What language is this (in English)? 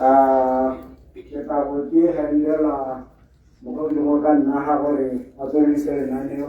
Tswana